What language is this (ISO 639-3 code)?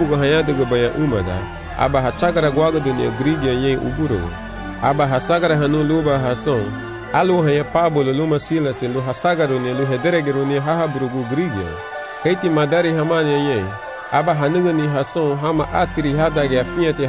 cab